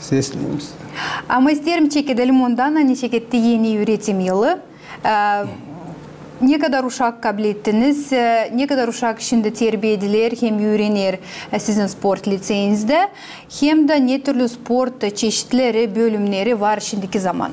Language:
Gagauz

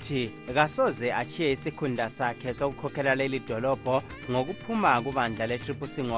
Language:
North Ndebele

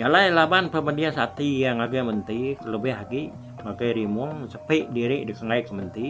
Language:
Iban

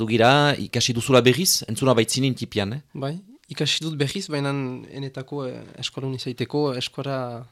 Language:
Basque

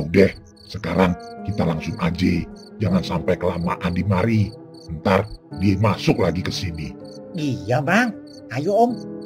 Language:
Betawi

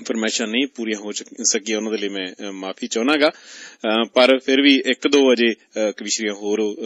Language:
Punjabi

